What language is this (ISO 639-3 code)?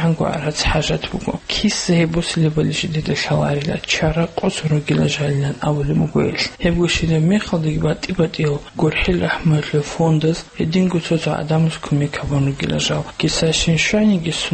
ava